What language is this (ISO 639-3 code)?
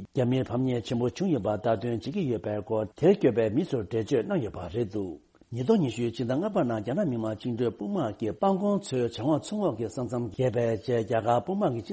bod